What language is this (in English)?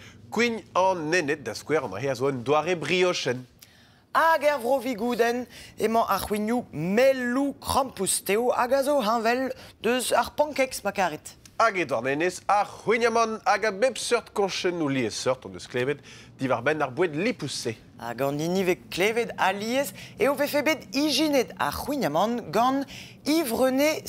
Breton